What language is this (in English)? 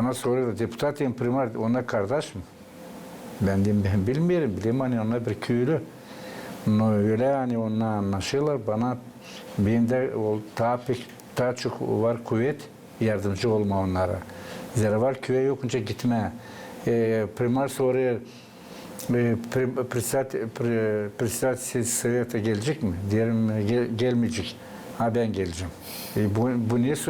Gagauz